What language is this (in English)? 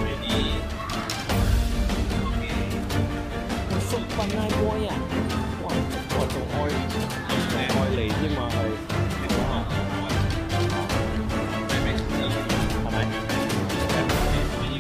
Vietnamese